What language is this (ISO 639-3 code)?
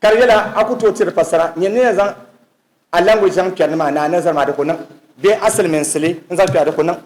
dag